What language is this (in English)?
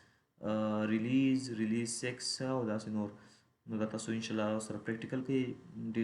Pashto